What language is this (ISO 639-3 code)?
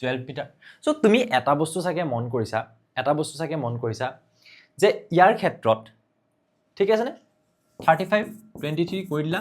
asm